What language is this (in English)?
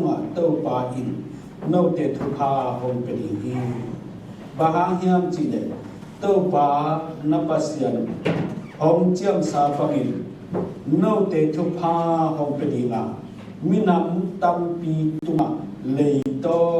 Tedim Chin